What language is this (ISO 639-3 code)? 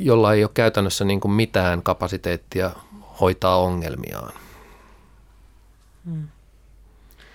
fin